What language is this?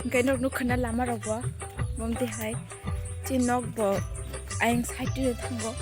Kok Borok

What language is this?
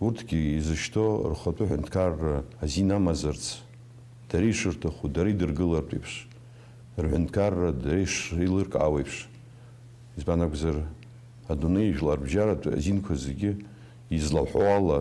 Abkhazian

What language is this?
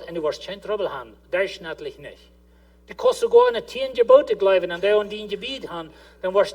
Plautdietsch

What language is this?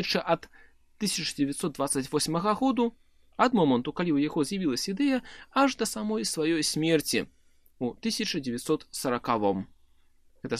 Belarusian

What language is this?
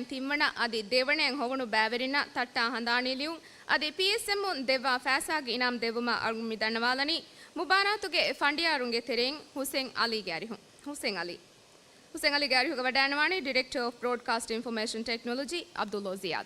Divehi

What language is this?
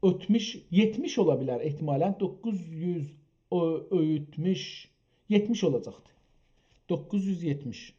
South Azerbaijani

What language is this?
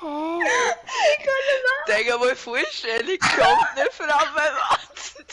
Bavarian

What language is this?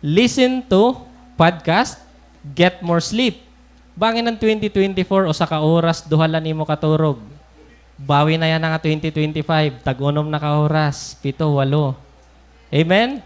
Waray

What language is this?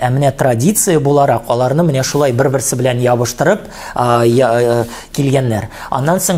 Tatar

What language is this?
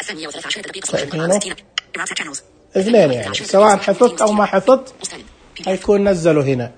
Najdi Arabic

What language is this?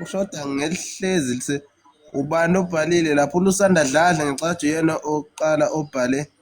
Zulu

